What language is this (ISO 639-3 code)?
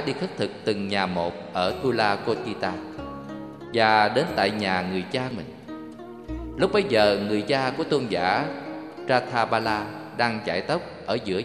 vie